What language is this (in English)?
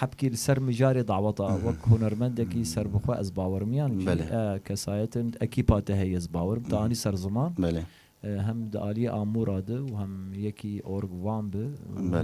Kurdish